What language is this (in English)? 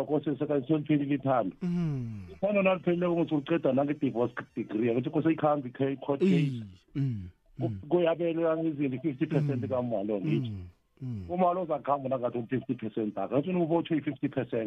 South Ndebele